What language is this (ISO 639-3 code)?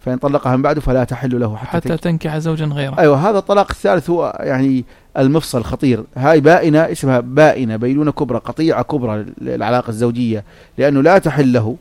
apc